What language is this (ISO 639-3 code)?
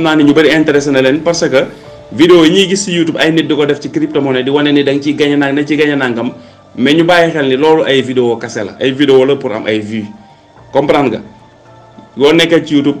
wol